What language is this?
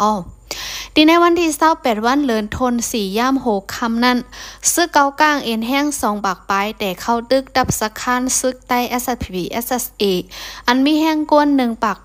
Shan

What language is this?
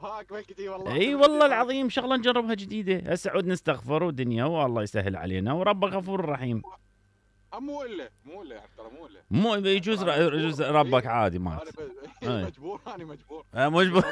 Mesopotamian Arabic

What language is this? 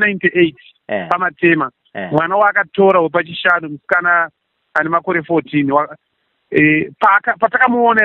Shona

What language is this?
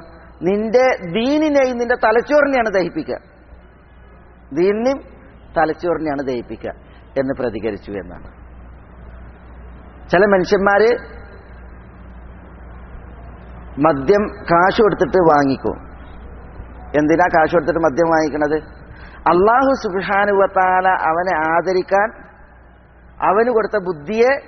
Malayalam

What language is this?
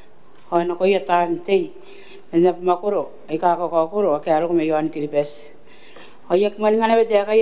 Gilbertese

